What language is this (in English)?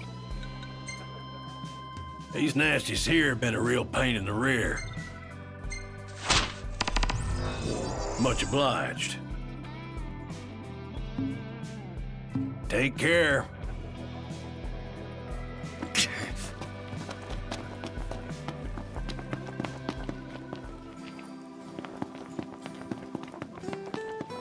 English